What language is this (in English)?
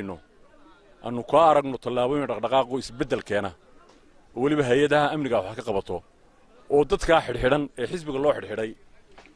Somali